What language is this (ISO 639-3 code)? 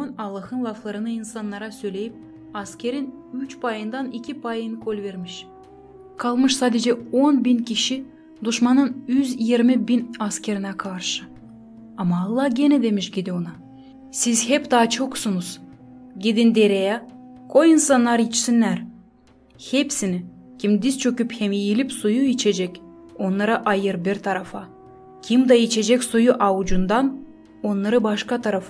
gag